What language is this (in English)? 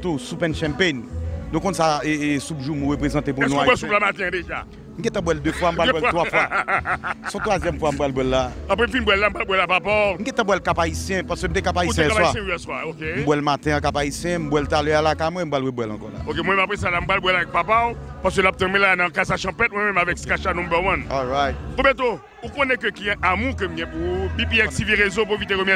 Haitian Creole